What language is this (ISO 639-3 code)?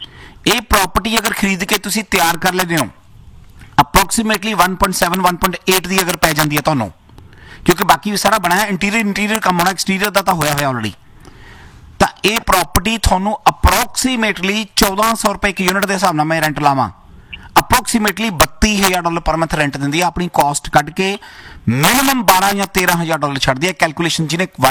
pan